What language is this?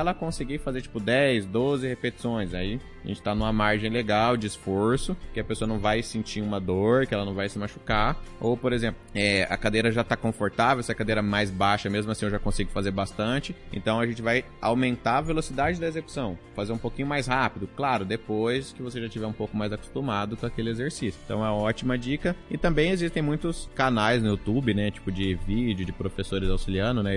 Portuguese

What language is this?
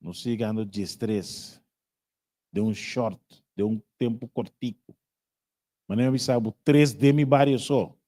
Papiamento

